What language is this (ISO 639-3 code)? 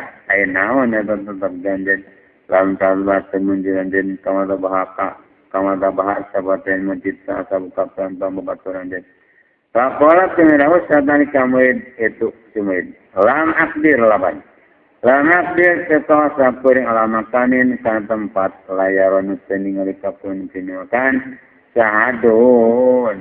sun